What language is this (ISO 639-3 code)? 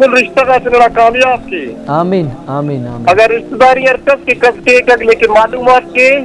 brh